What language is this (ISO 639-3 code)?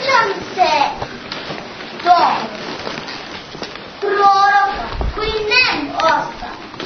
srp